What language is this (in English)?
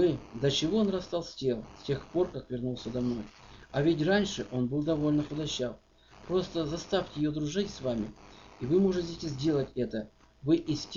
Russian